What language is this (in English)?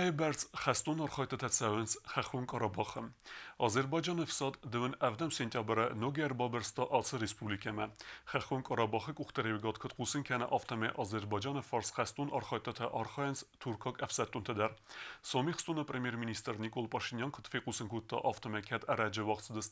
Ossetic